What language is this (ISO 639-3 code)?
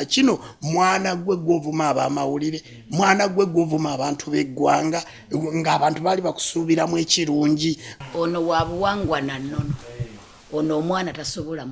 lug